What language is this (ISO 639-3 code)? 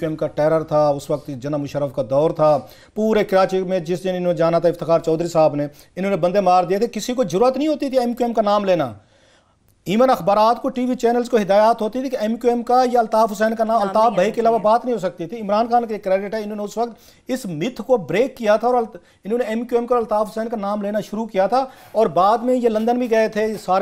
urd